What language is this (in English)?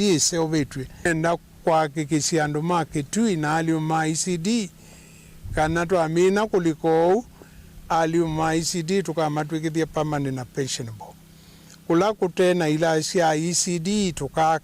Kamba